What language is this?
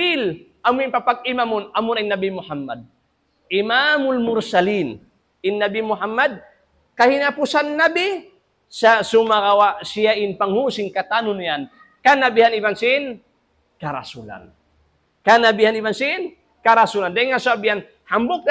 Tausug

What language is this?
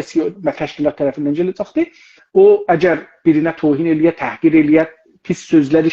South Azerbaijani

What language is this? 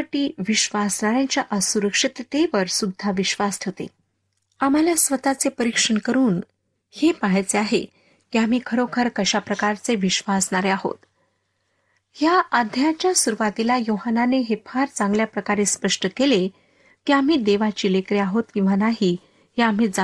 Marathi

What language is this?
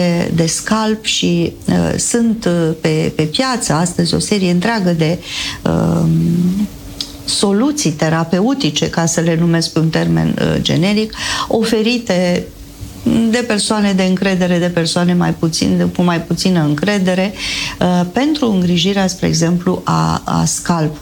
Romanian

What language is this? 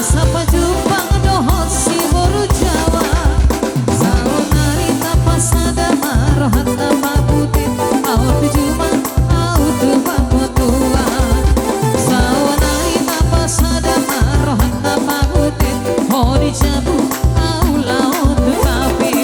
Batak Toba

